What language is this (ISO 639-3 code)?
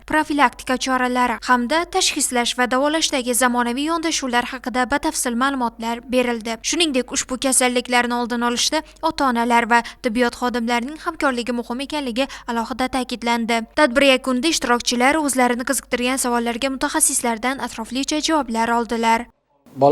uzb